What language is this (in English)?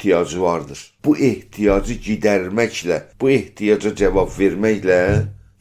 South Azerbaijani